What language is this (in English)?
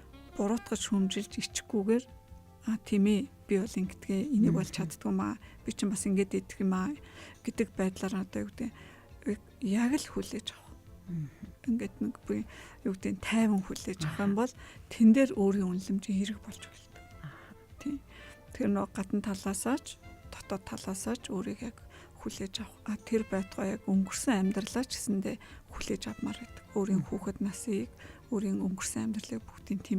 Mongolian